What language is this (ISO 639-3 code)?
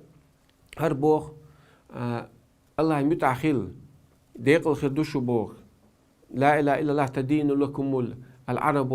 che